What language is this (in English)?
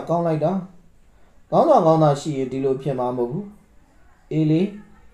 Burmese